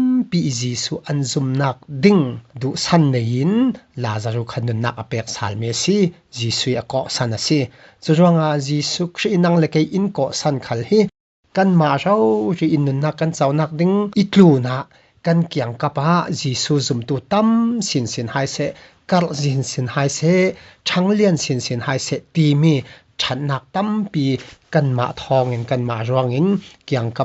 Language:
Falam Chin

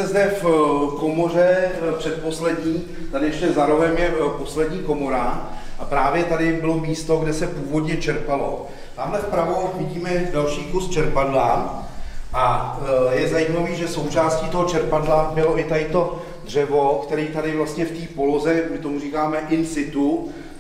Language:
Czech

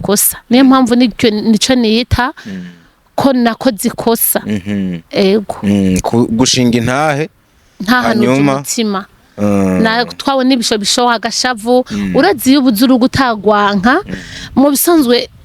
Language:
Rundi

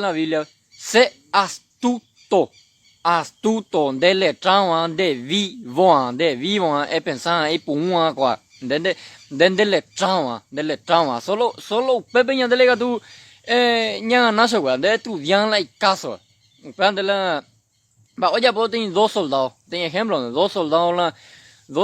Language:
Guarani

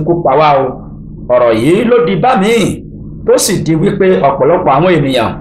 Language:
Yoruba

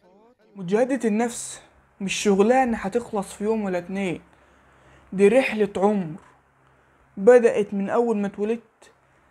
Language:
Egyptian Arabic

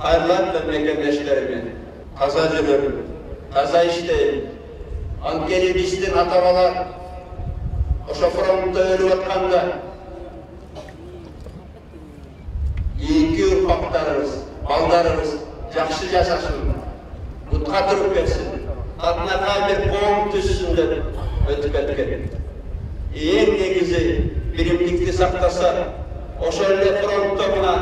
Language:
Kyrgyz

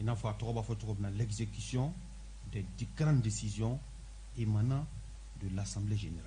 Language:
Bambara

